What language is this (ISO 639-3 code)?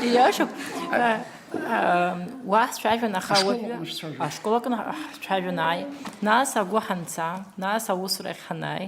abk